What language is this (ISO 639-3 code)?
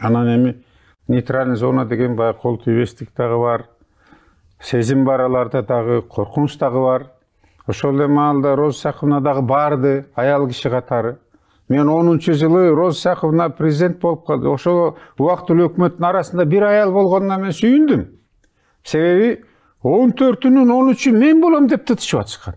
kir